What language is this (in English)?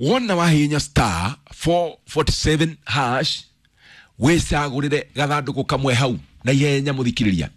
Kikuyu